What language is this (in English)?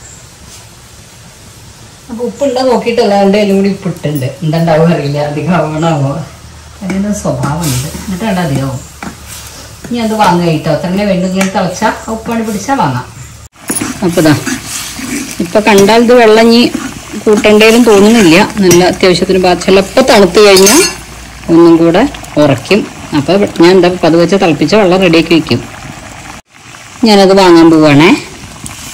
Malayalam